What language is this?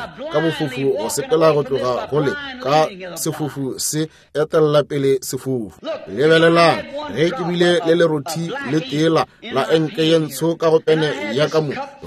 Northern Sotho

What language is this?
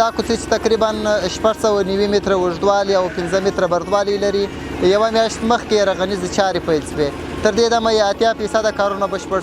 Pashto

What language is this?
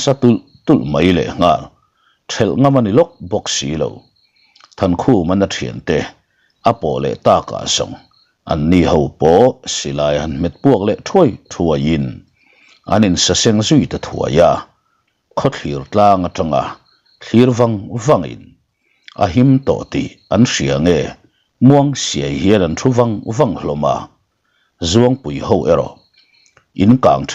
Mizo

